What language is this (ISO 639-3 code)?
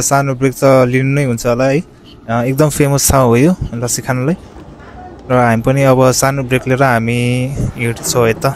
nep